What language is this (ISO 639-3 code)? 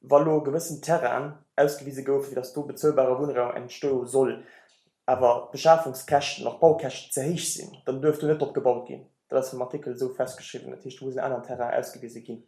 ltz